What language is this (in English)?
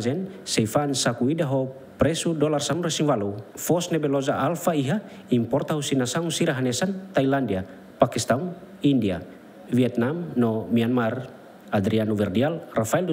Tetum